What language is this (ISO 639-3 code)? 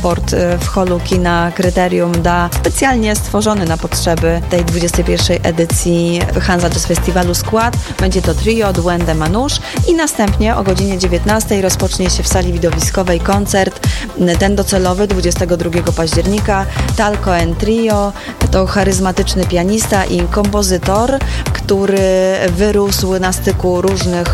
pol